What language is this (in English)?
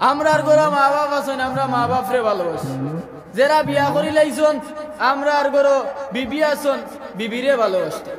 Sylheti